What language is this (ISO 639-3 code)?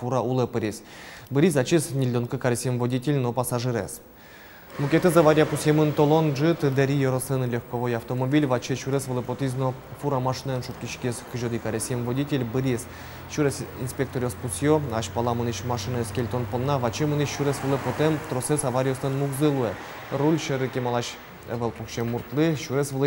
udm